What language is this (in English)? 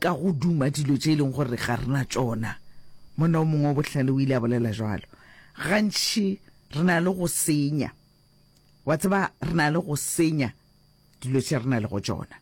Northern Sotho